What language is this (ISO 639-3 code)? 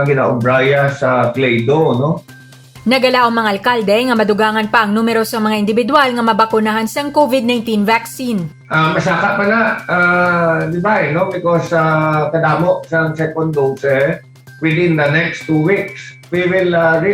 hil